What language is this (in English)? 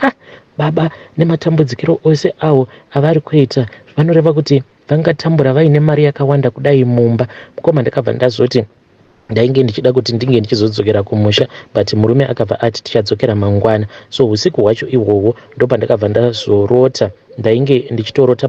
Shona